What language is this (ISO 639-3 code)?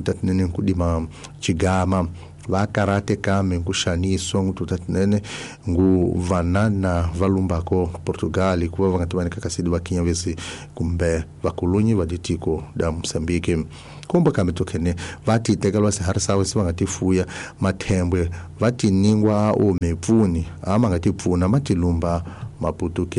tso